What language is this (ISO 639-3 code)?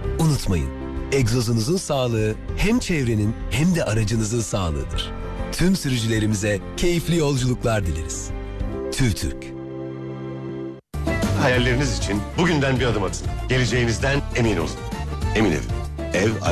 tur